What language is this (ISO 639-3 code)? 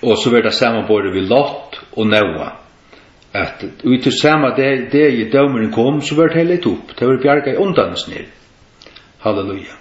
fao